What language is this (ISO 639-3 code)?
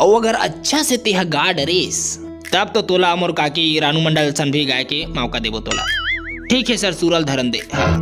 hne